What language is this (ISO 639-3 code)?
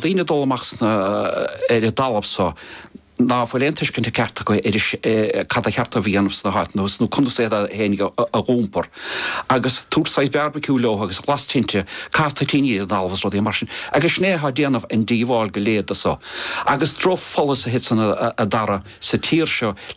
gle